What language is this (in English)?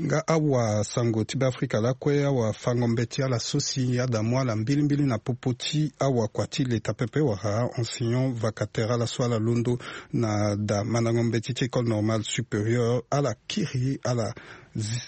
Sango